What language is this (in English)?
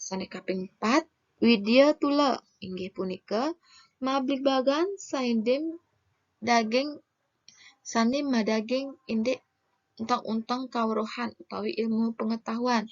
Balinese